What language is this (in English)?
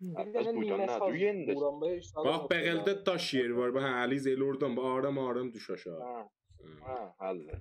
South Azerbaijani